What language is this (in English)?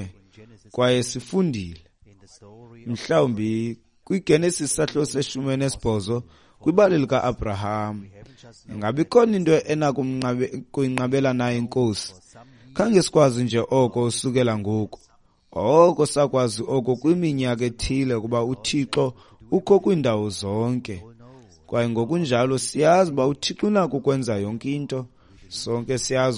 Xhosa